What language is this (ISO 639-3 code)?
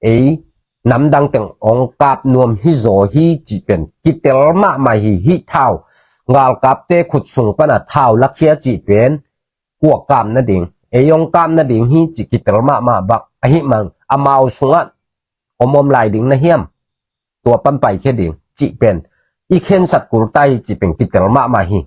ctd